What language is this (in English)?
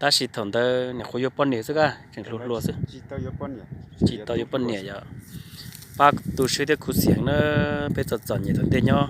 Hmong